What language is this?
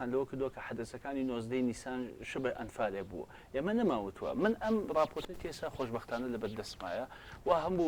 Central Kurdish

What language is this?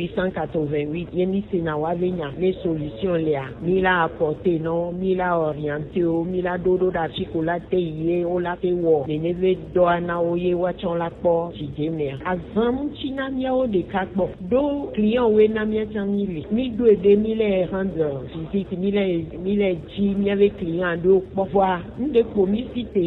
Gen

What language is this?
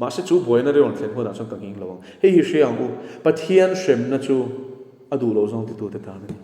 Mizo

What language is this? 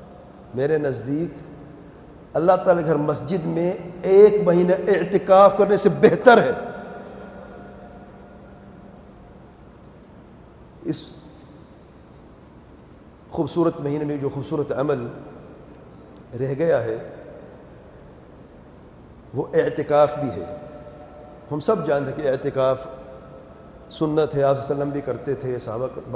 Urdu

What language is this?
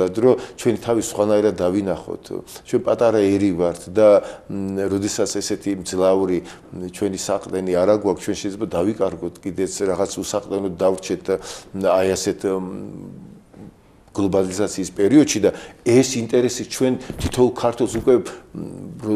Georgian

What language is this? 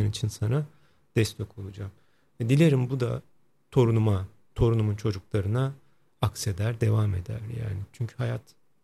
Turkish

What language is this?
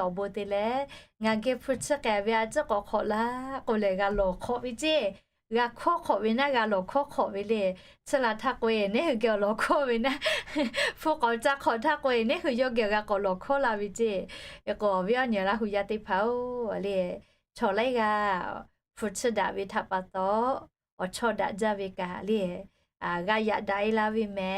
Lahu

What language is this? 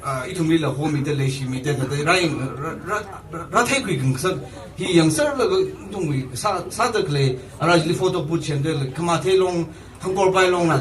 Tangkhul Naga (India)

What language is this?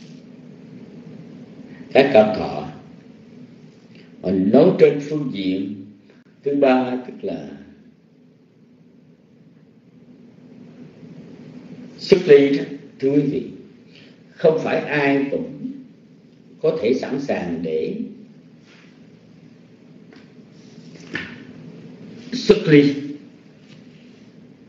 Vietnamese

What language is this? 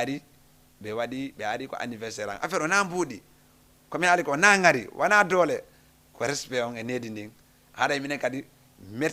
Fula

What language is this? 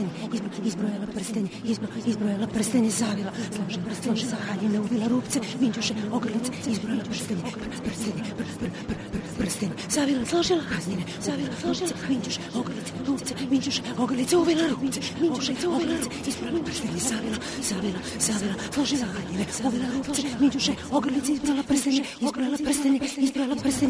Serbian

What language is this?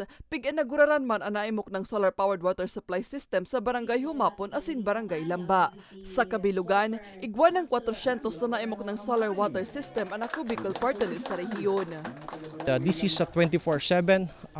Bikol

